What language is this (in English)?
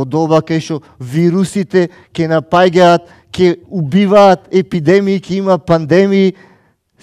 Macedonian